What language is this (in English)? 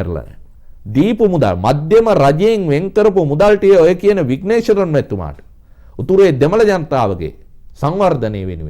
Sinhala